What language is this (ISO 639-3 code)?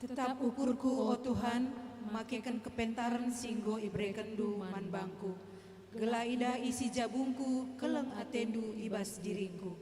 btx